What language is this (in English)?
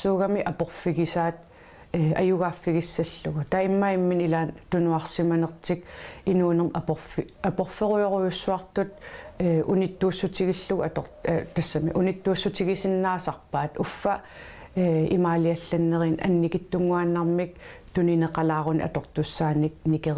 Kalaallisut